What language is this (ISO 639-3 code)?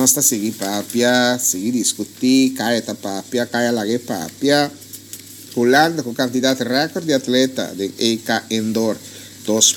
pap